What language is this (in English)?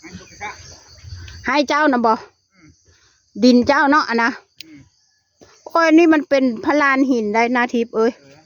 Northeastern Thai